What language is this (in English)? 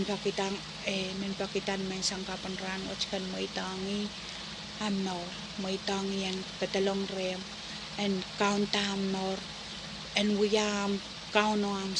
Pohnpeian